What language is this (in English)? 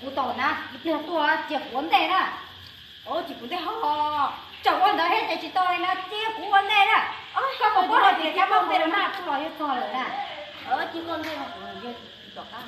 Hmong